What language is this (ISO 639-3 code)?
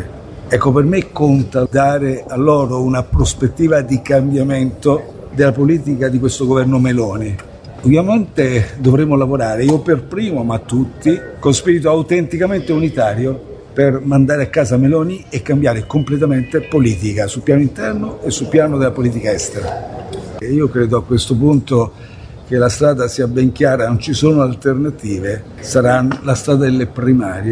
ita